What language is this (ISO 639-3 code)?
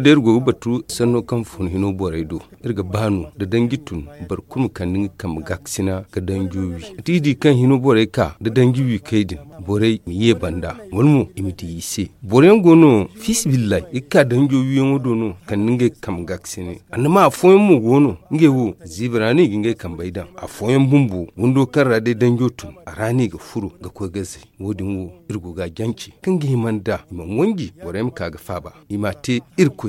dje